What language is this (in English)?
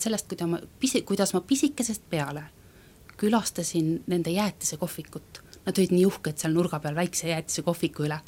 Estonian